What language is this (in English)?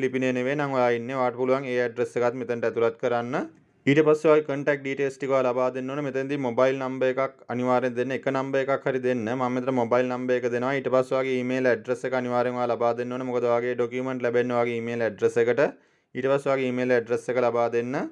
Sinhala